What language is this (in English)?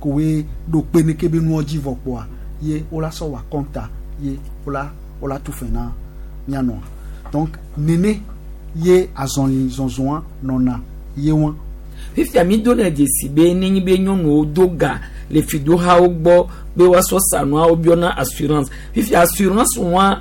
Gen